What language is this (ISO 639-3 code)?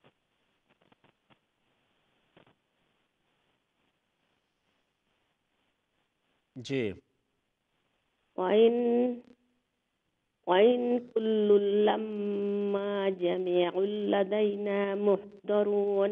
urd